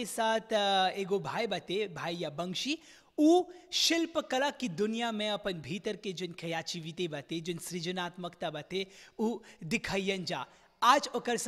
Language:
Bhojpuri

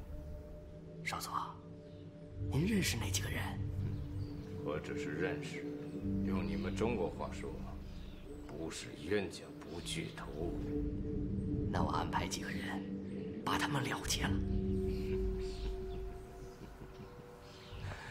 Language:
Chinese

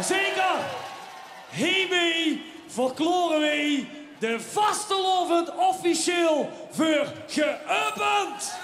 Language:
Limburgish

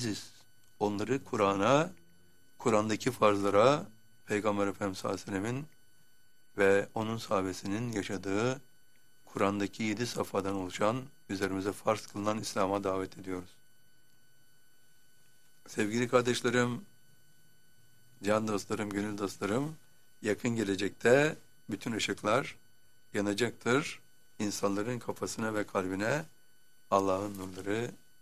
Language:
Turkish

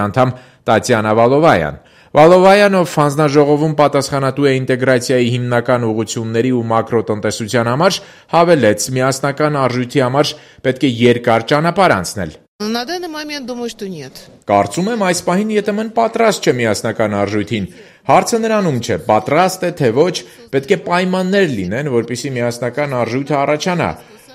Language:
Armenian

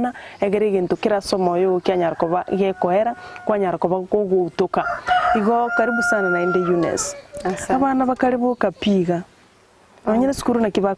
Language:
Gusii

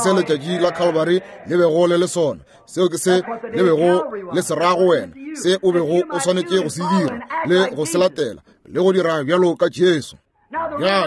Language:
Northern Sotho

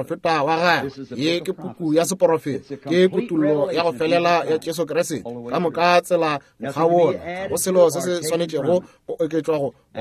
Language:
Northern Sotho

